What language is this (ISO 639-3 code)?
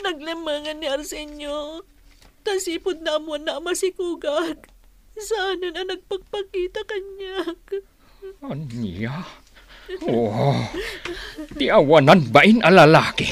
ilo